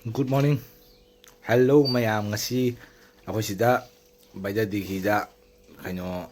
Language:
Manipuri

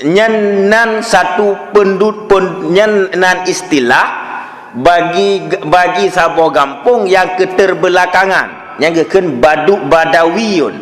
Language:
Achinese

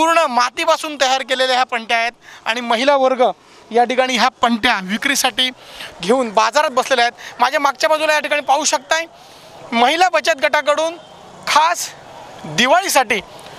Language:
Marathi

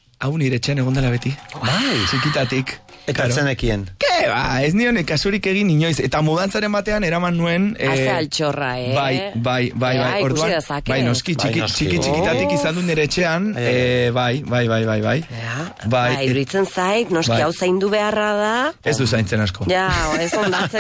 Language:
Basque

